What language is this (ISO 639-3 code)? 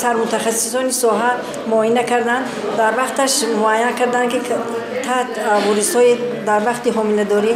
tgk